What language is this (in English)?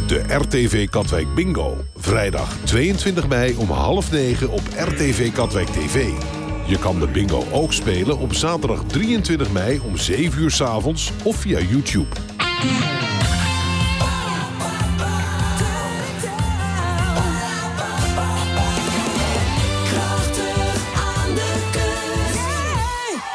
Dutch